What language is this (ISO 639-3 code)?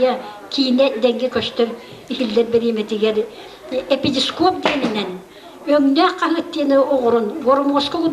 sah